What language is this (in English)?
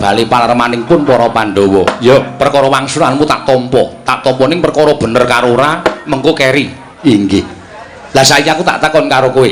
Javanese